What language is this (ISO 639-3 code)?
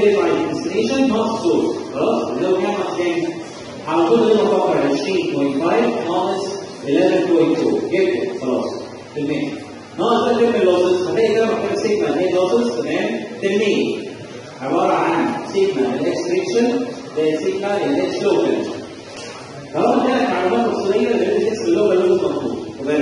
arz